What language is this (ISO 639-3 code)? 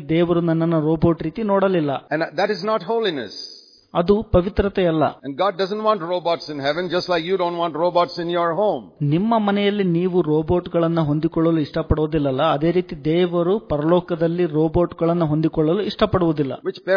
kan